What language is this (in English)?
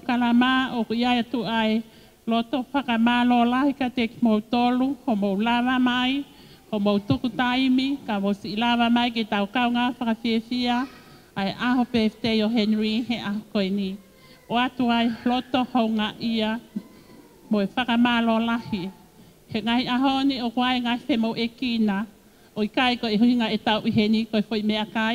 Tongan